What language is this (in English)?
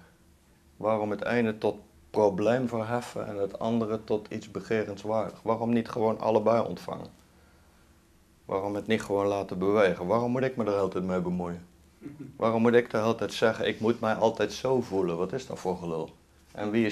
Dutch